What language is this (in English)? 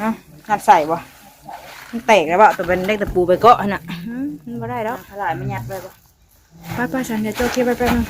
Northeastern Thai